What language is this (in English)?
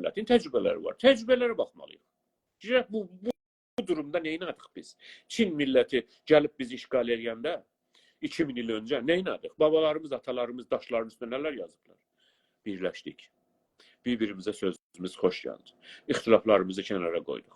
South Azerbaijani